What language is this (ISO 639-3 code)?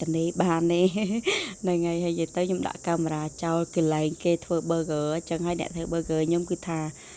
khm